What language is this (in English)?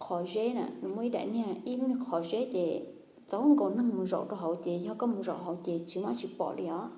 Hmong